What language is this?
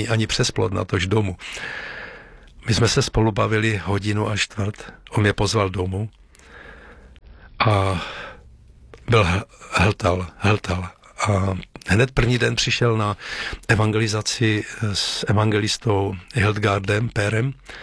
Czech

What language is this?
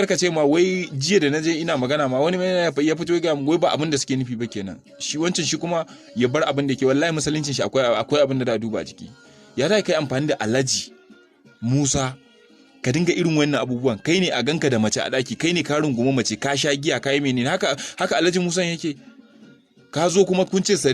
Hausa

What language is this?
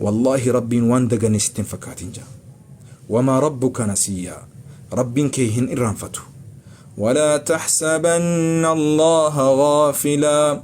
Oromo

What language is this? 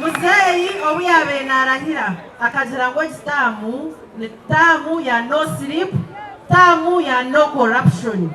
Nyankole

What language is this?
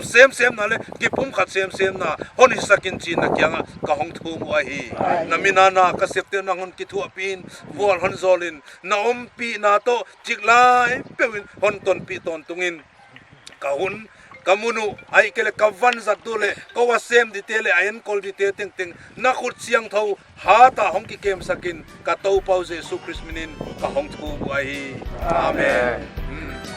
Paite Chin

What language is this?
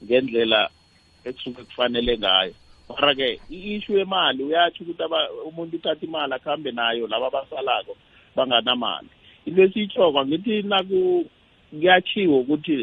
South Ndebele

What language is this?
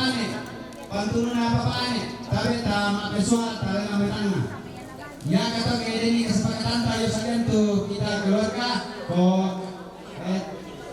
Toraja-Sa'dan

